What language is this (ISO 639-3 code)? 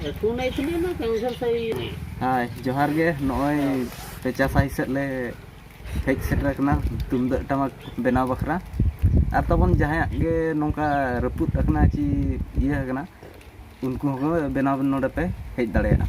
sat